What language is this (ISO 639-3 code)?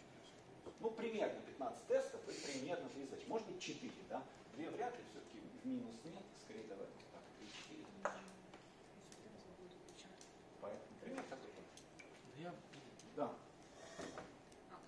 rus